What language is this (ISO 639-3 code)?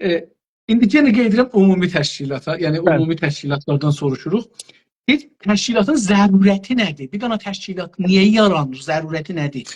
azb